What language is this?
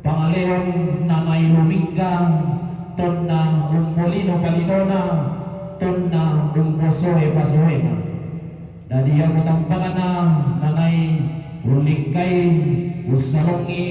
Toraja-Sa'dan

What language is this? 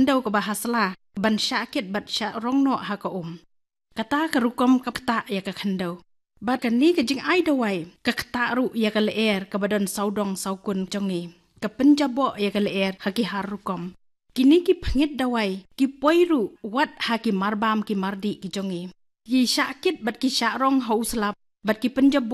Khasi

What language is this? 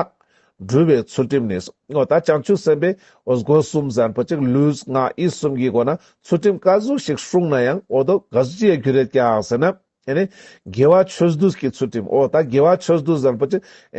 Ladakhi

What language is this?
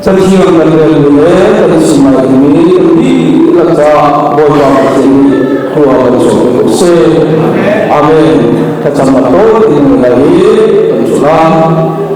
Hakha Chin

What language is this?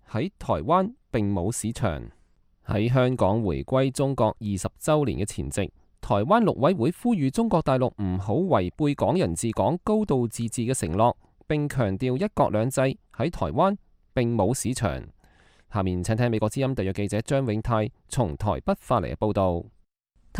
Cantonese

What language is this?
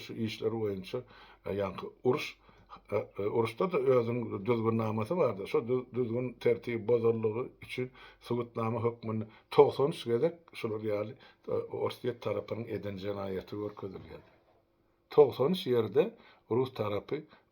Turkmen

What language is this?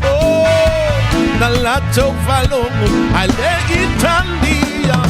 Samoan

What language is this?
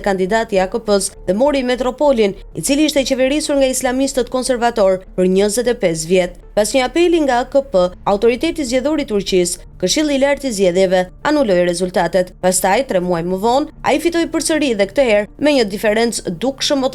Albanian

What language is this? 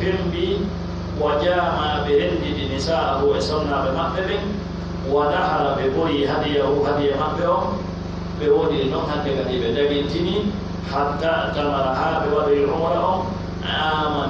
Pular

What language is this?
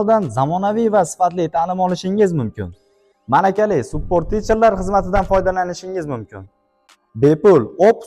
Uzbek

